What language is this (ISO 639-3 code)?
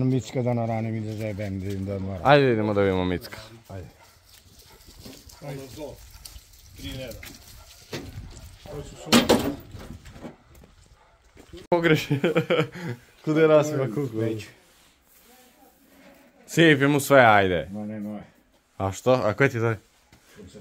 srp